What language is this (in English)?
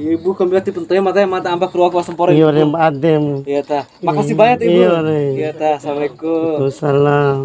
Bima